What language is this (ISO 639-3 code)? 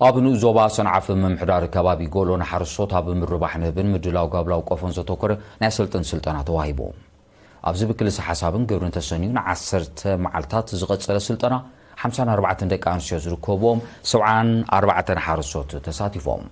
tir